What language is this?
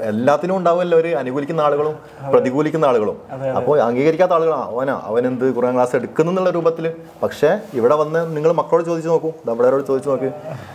Malayalam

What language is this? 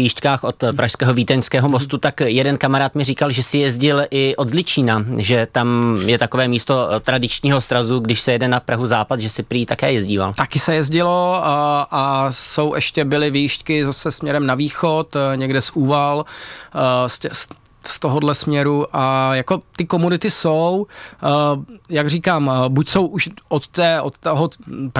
Czech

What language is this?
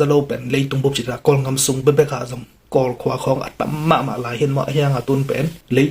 Tedim Chin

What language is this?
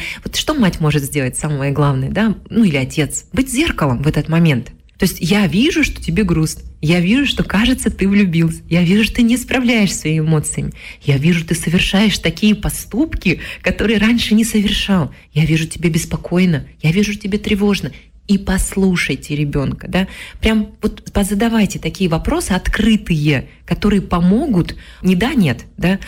Russian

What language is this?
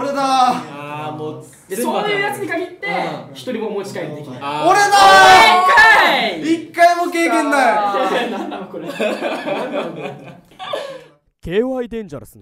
Japanese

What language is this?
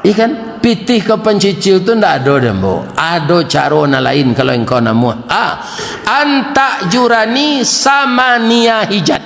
Minangkabau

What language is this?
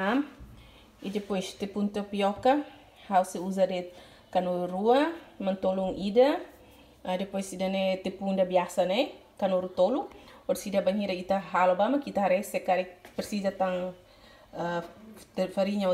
Tetum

